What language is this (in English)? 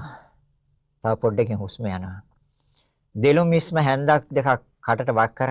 Sinhala